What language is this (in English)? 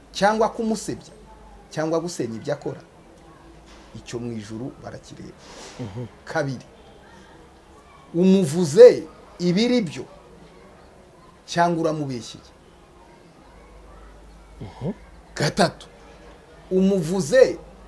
Kinyarwanda